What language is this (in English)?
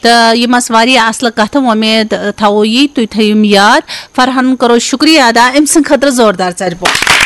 Kashmiri